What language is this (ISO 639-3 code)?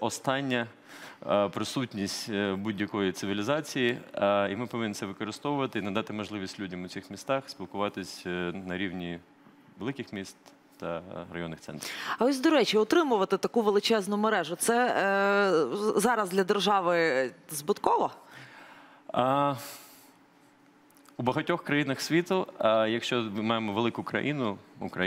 ukr